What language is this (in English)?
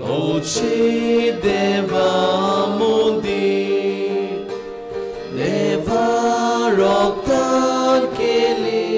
Konkani